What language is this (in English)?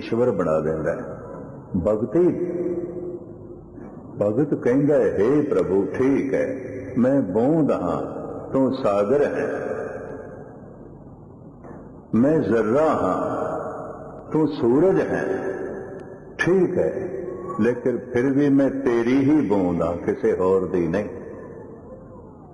Punjabi